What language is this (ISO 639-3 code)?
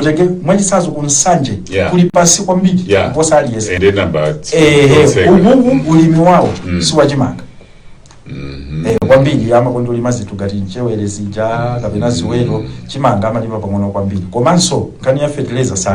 nya